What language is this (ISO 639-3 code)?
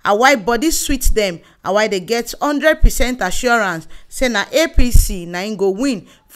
pcm